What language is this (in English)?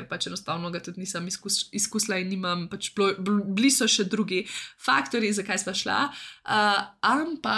Slovenian